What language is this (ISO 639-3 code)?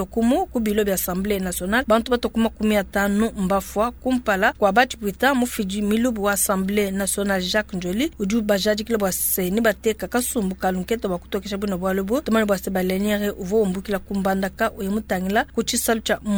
lua